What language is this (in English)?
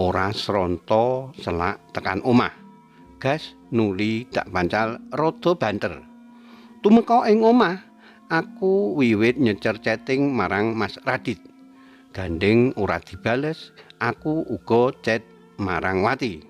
Javanese